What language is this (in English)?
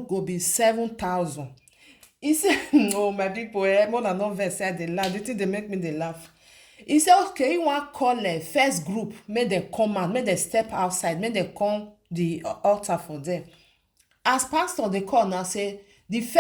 Nigerian Pidgin